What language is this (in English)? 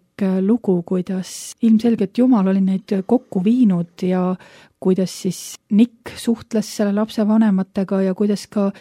Estonian